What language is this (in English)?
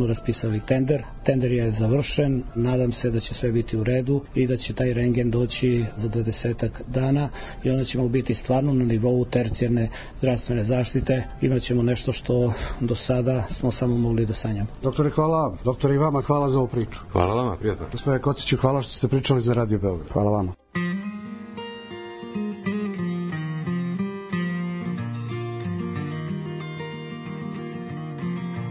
Serbian